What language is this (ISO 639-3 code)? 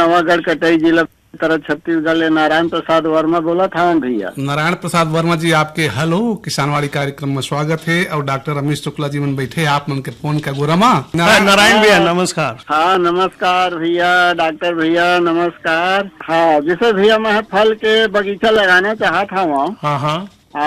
hne